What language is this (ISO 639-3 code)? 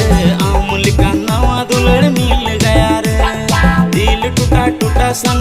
sat